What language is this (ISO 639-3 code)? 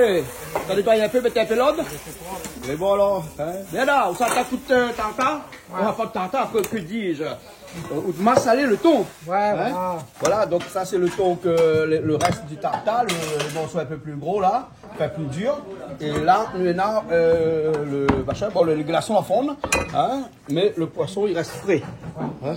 rcf